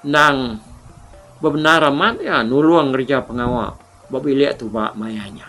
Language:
Iban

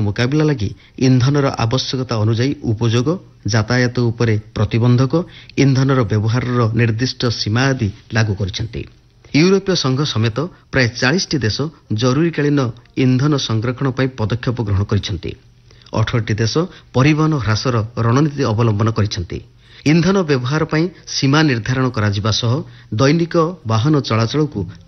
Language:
Odia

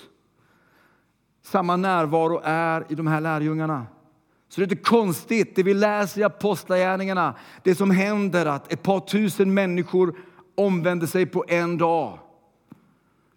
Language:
Swedish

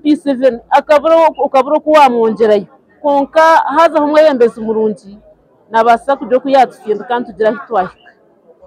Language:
Nyankole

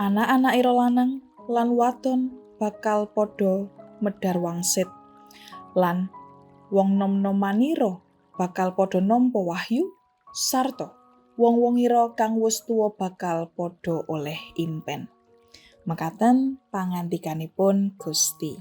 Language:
Javanese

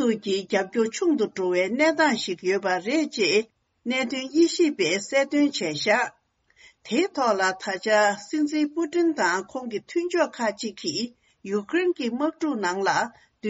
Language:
Tibetan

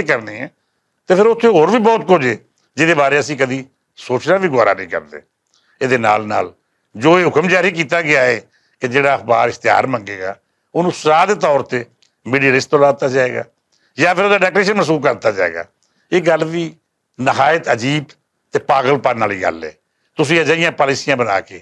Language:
Western Panjabi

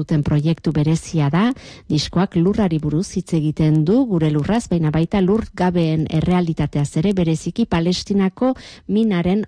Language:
Basque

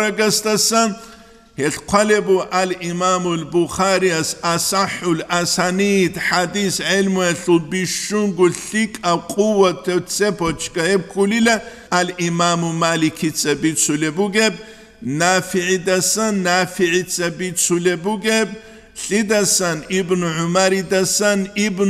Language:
Avaric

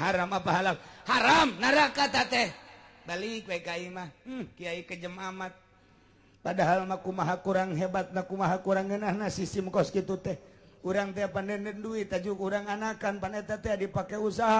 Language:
Sundanese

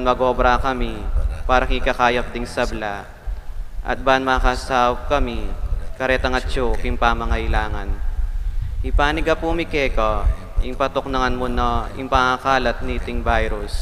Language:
Pampanga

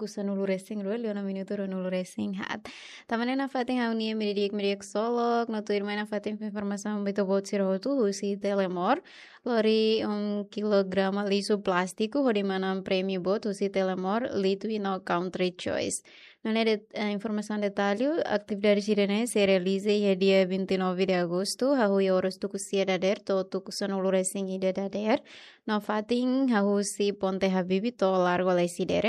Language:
Tetum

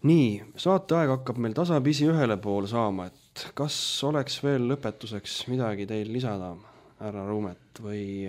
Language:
Estonian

